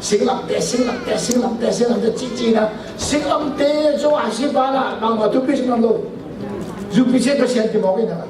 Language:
Tedim Chin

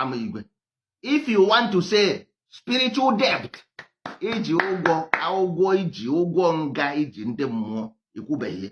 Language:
Igbo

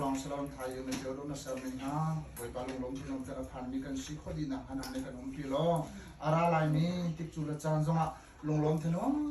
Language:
Hakha Chin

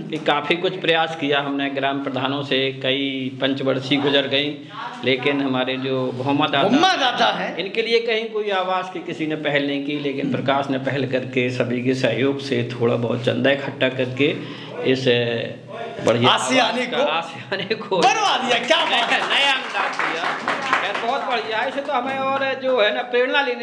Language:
Hindi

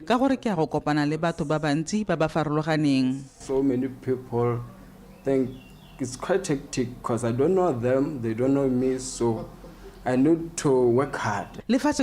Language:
Tswana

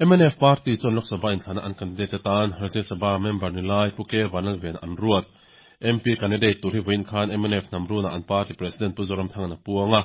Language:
Mizo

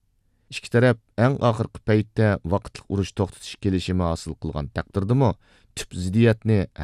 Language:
Uyghur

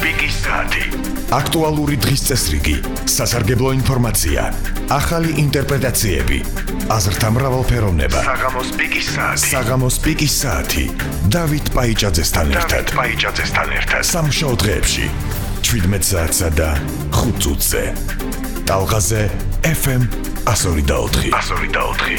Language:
Georgian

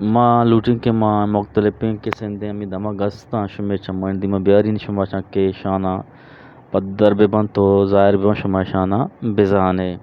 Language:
Eastern Balochi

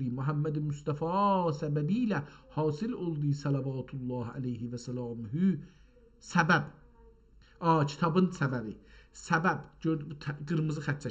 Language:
South Azerbaijani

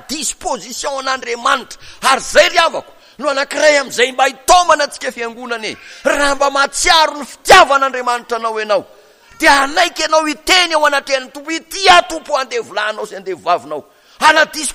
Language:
Malagasy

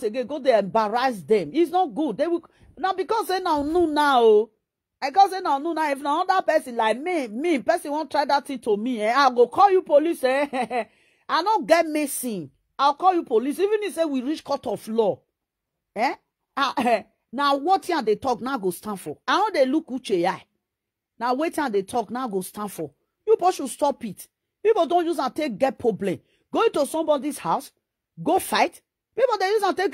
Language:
Nigerian Pidgin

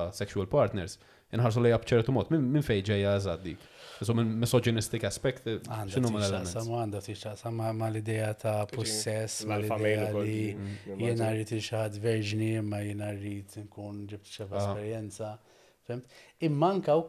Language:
Maltese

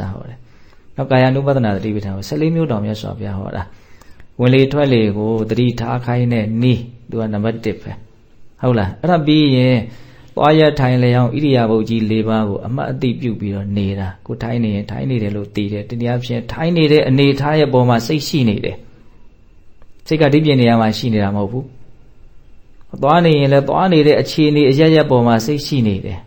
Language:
Burmese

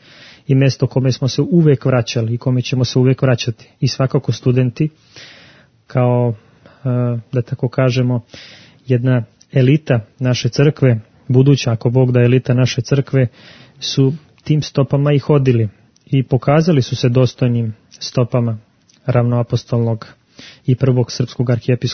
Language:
Serbian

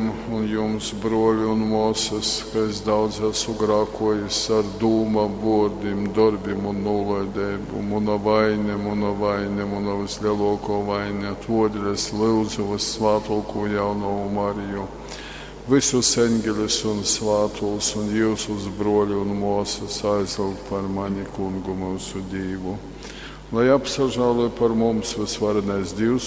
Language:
Latgalian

